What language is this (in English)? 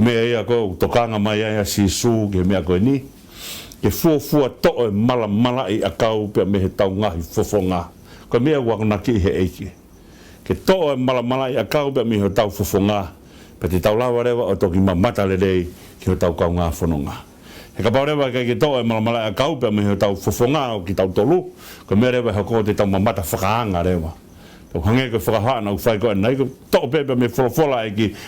Tongan